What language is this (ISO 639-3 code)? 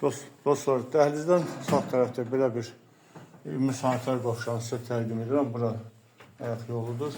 aze